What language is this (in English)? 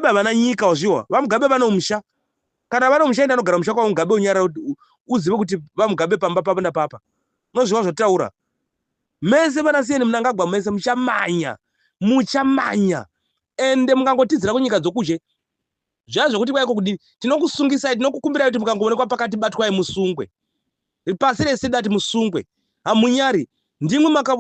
Shona